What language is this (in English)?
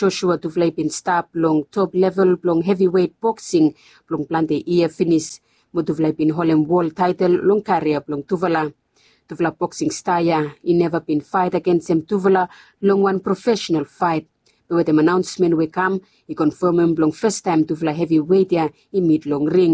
Bislama